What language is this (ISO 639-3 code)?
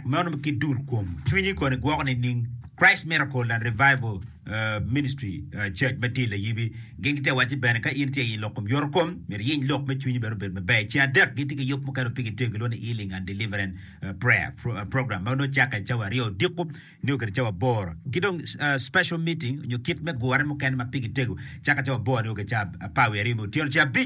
ach